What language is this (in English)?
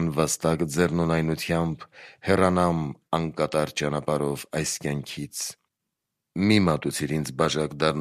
Armenian